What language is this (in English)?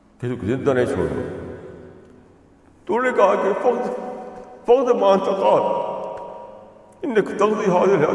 Urdu